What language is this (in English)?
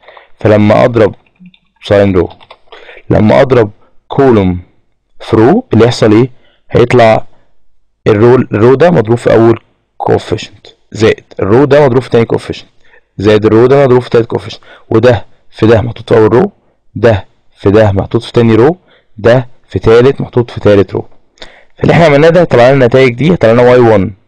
Egyptian Arabic